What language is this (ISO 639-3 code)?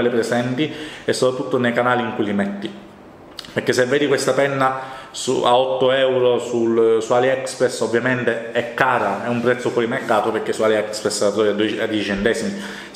ita